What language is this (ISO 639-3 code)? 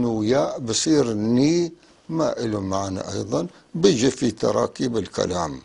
apc